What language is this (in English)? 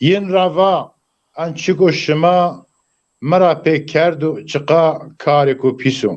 Zaza